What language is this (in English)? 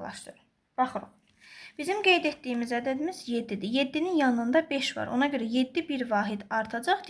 Azerbaijani